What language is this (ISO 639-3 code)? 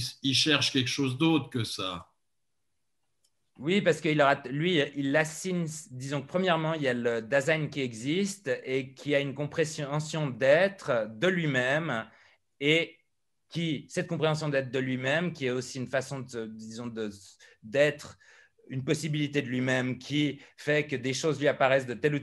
fra